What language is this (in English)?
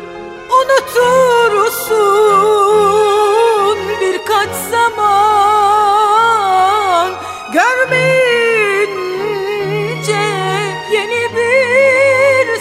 Turkish